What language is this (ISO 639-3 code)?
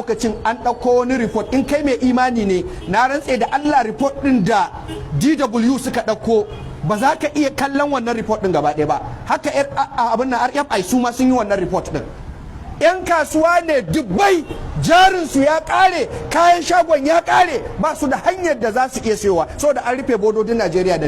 hau